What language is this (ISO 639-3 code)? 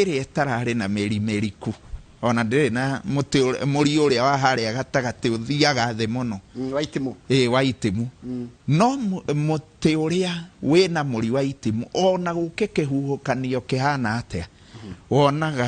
kik